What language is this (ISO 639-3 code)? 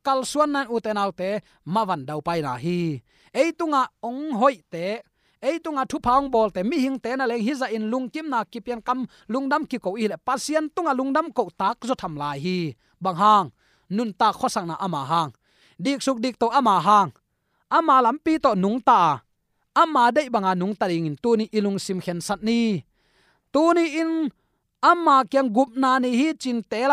ctd